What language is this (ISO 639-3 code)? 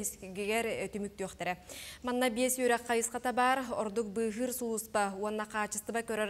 sah